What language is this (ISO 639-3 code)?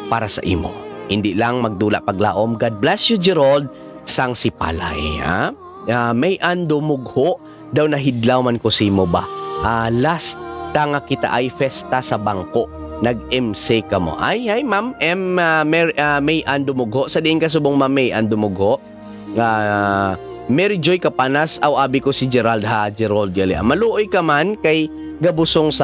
hil